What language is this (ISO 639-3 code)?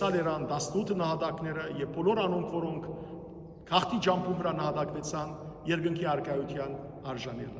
hyw